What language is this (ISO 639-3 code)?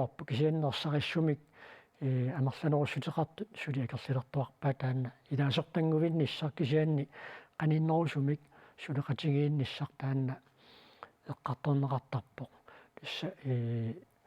kal